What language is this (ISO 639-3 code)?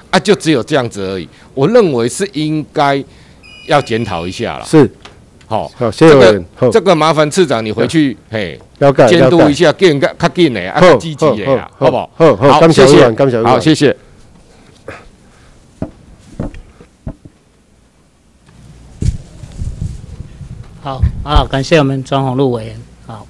zho